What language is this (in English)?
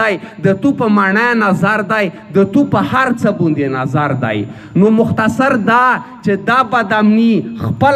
Pashto